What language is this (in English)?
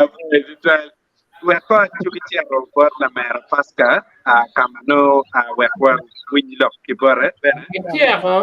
Acoli